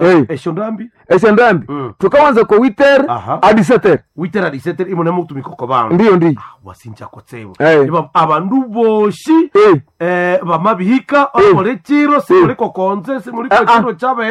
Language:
Nande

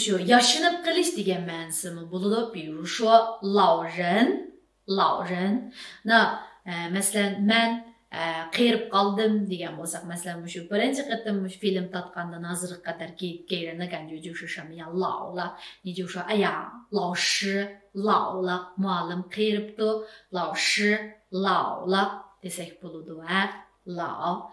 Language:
Uyghur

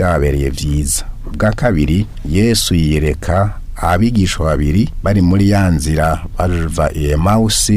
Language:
Rundi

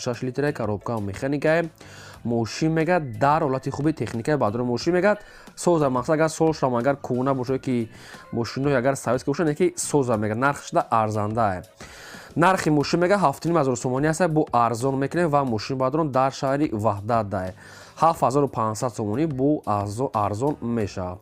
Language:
Tajik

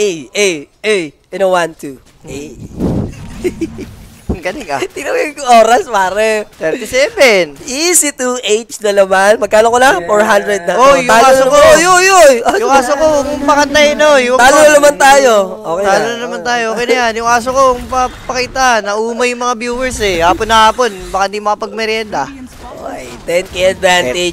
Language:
Filipino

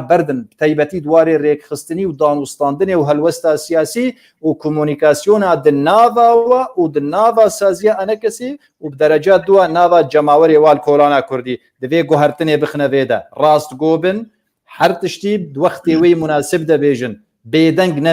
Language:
Kurdish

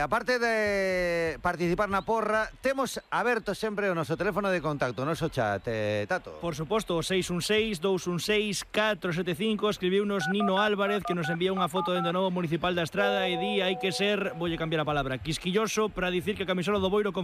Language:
Galician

